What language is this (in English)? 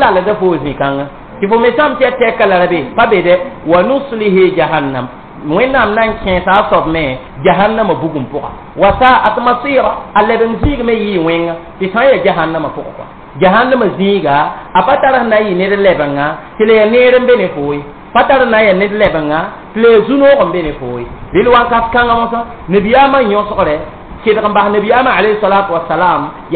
Mossi